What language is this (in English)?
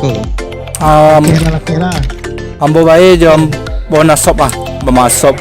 Minangkabau